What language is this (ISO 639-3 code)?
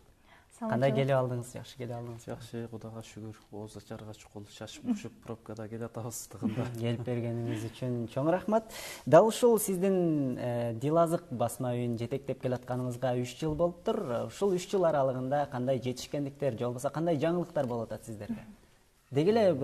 kir